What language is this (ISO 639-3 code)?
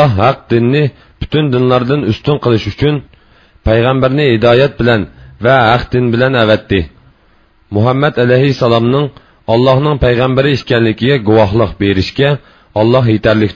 uig